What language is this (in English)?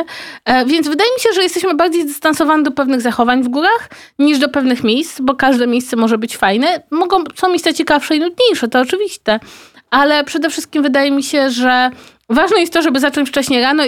Polish